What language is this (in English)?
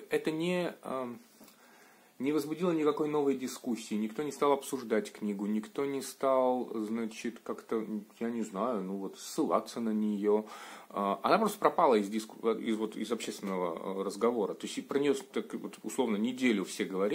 Russian